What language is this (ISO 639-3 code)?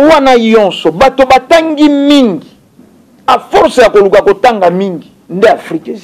lin